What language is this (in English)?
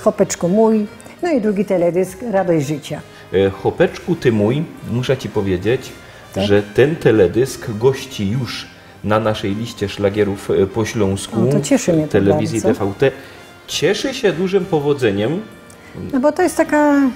Silesian